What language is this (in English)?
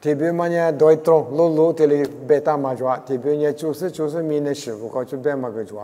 Lisu